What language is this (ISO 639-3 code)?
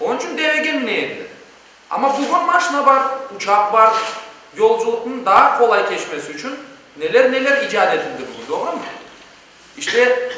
crh